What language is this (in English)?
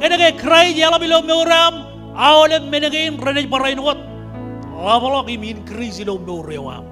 Marshallese